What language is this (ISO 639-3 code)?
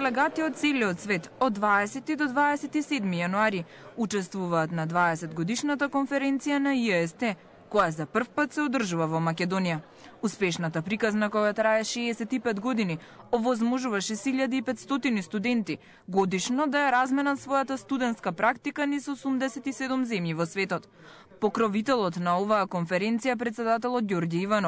mkd